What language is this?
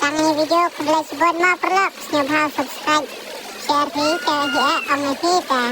Khasi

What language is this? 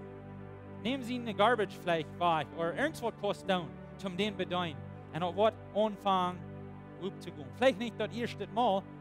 Plautdietsch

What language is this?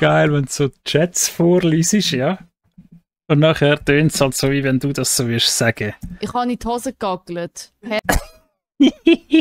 Swiss German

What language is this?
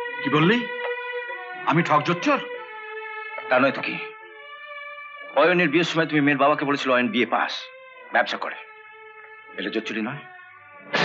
Bangla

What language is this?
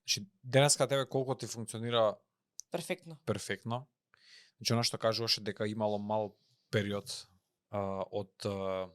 Macedonian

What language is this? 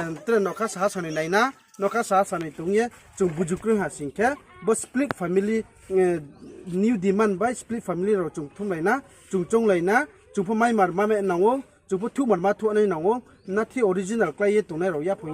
Riang (India)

